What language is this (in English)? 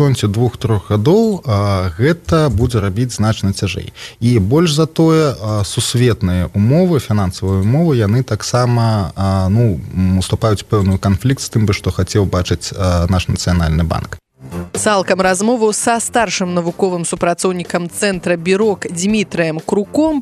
Belarusian